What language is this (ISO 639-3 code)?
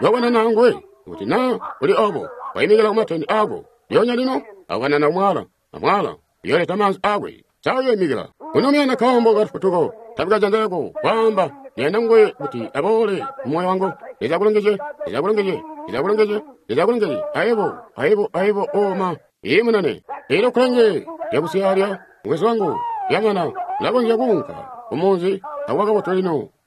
toi